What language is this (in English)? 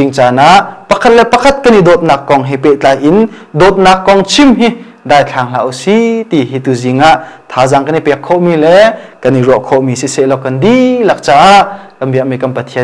Hakha Chin